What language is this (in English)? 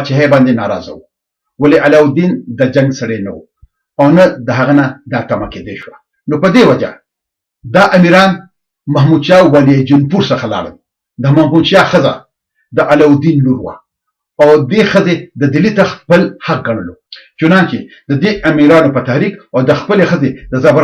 Pashto